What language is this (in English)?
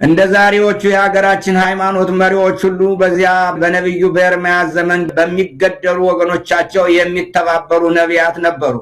Amharic